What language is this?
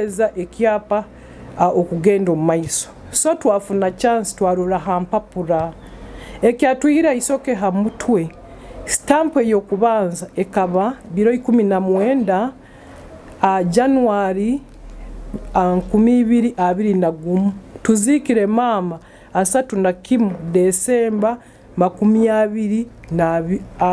Nyoro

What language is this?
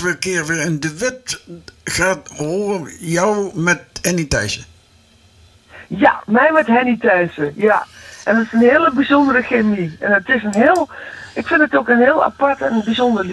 Dutch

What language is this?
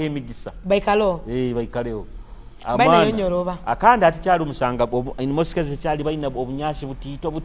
Nyoro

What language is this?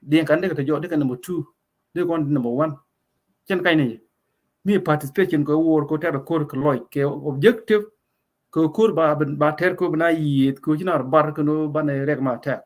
Nuer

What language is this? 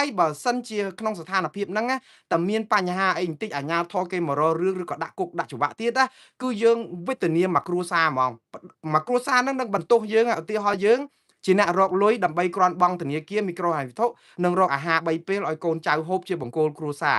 Khmer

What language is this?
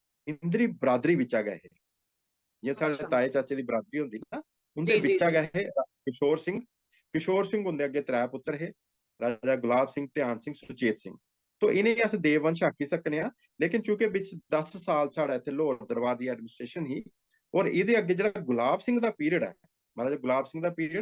Dogri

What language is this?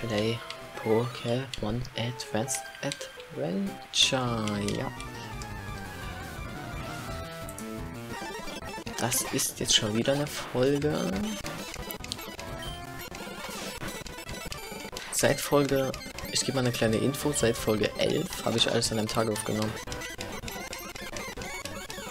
German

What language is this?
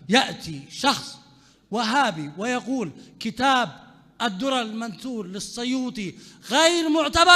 Mesopotamian Arabic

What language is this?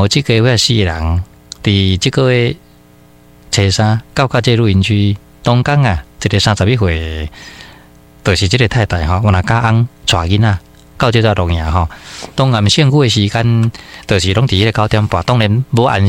Min Nan Chinese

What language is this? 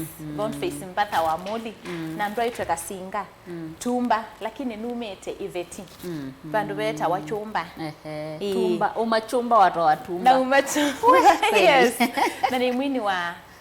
Kamba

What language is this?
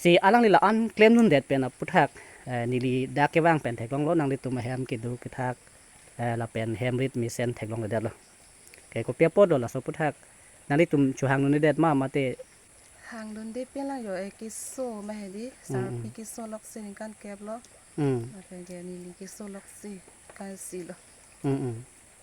Karbi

